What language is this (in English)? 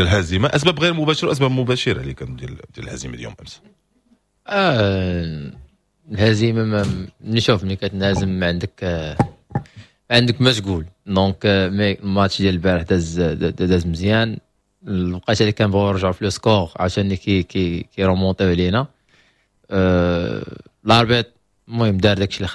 Moroccan Arabic